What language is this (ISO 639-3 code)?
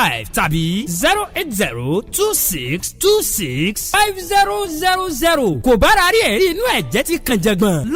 yor